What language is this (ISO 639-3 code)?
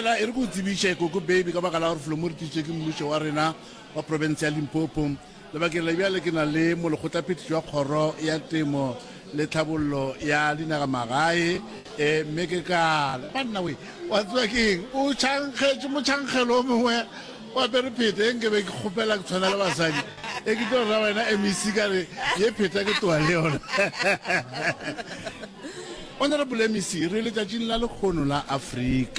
nso